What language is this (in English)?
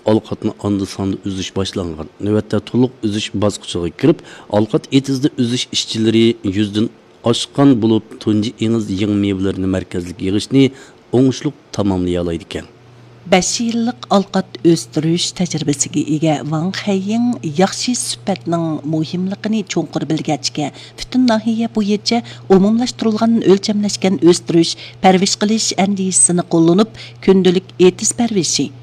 Uyghur